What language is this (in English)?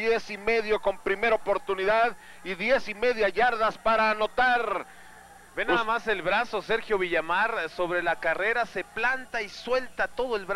Spanish